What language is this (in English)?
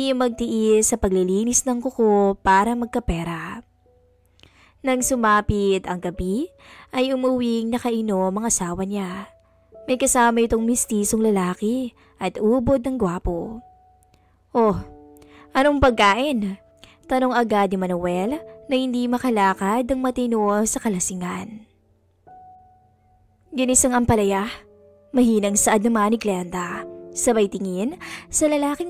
Filipino